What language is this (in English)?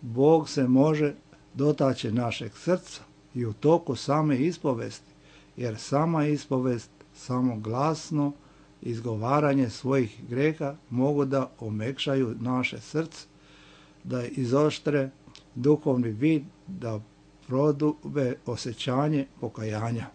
Serbian